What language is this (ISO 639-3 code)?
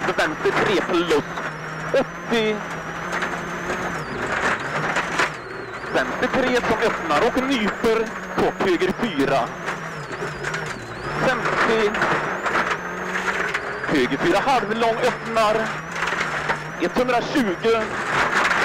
swe